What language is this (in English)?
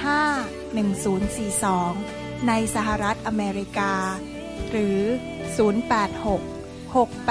Thai